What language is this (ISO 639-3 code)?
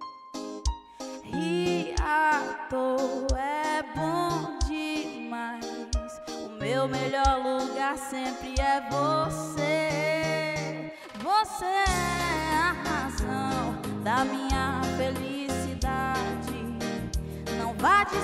por